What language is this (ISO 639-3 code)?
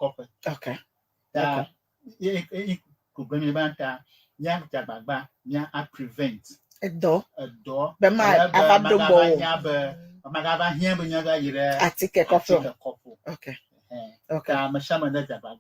ewe